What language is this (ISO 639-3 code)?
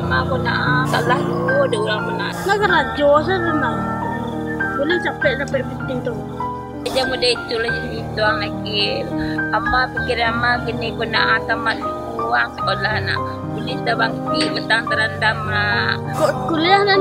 min